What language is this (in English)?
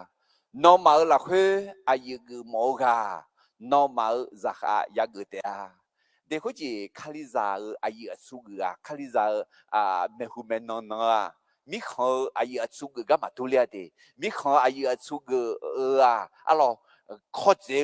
Akha